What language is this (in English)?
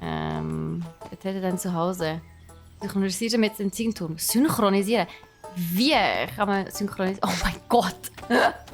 Swiss German